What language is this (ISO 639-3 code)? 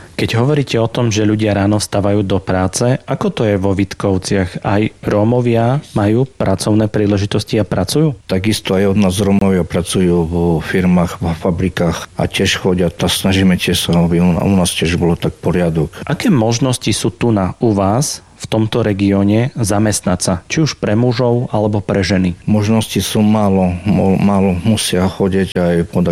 slk